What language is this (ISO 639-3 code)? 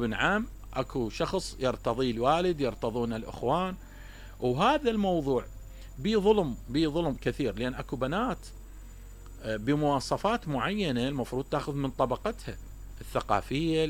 acm